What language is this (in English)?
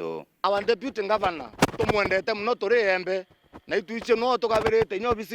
Meru